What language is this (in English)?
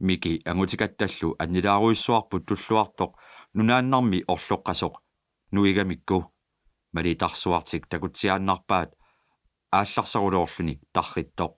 Kalaallisut